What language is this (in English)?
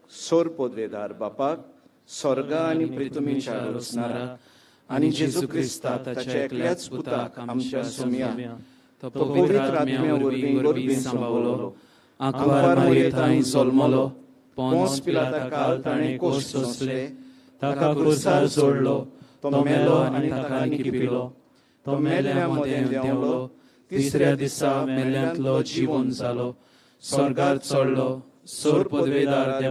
Konkani